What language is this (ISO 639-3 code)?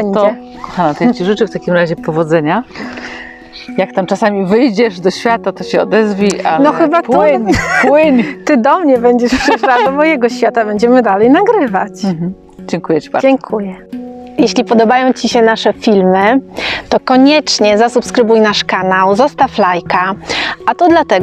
pol